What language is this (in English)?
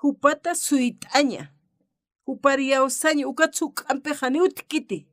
Aymara